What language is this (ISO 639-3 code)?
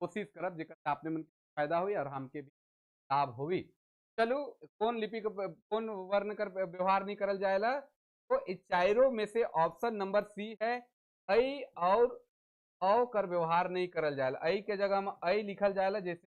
sck